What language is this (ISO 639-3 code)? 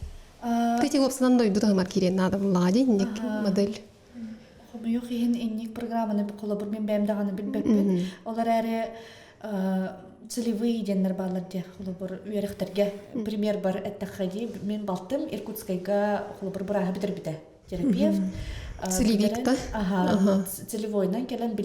sah